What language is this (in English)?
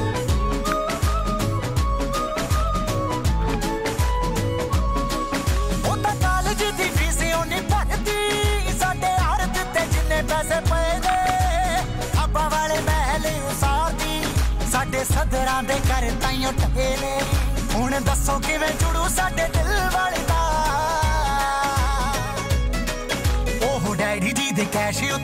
Punjabi